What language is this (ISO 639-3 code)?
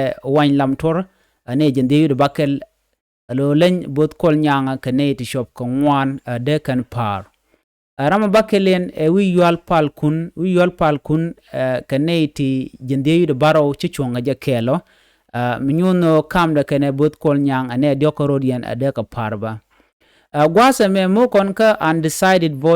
nus